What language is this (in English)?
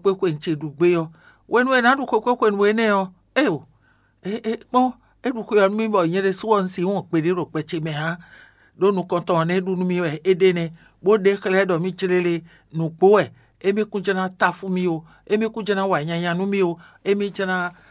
Fon